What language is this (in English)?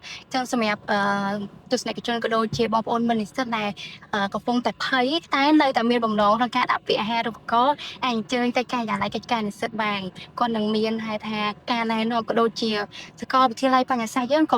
Khmer